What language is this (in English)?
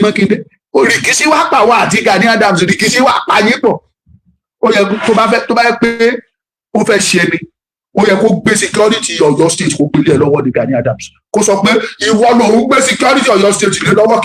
Yoruba